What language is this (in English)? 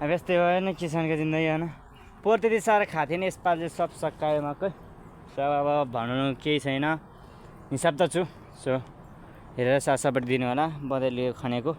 Nepali